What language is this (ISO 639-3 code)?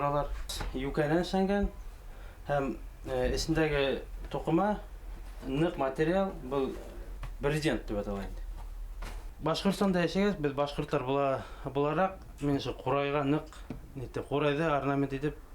bak